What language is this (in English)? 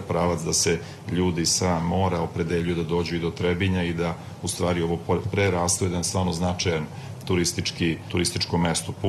Serbian